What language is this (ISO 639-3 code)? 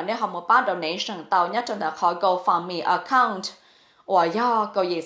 hmn